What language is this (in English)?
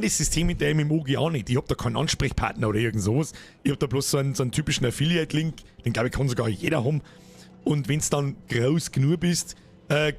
Bavarian